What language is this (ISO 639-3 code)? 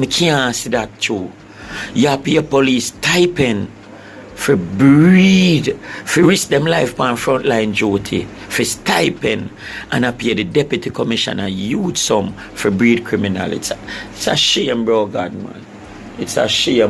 jam